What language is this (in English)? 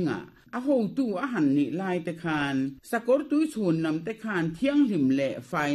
Mizo